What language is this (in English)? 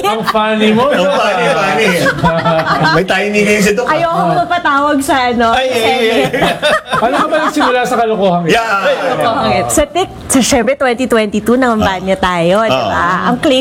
Filipino